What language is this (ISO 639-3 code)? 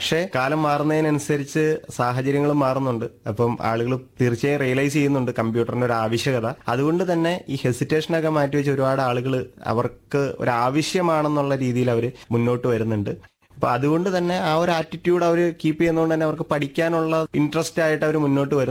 mal